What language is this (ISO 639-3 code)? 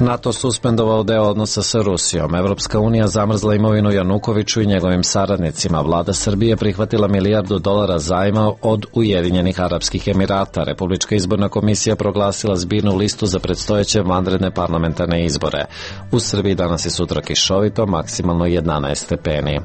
srp